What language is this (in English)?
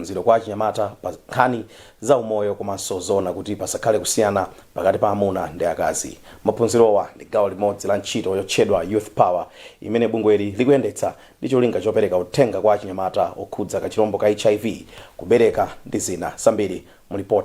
Nyanja